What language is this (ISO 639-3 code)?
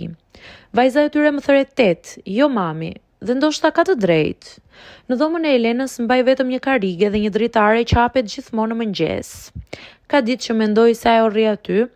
sqi